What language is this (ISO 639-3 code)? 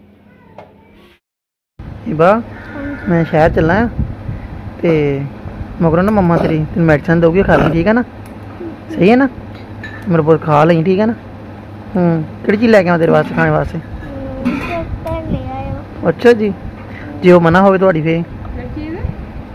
pan